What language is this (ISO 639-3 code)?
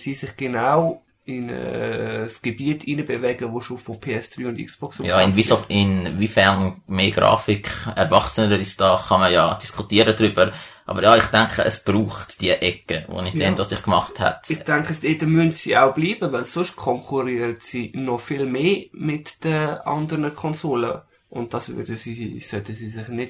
deu